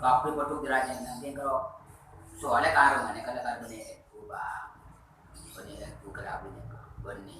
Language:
Madurese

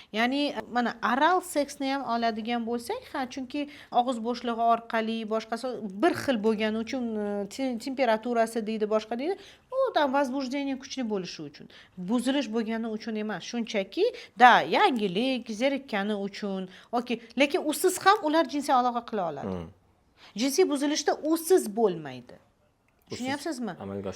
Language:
Uzbek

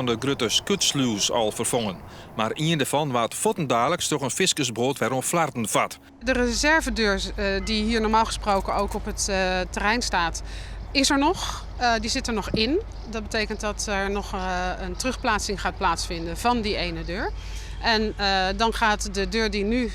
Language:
Western Frisian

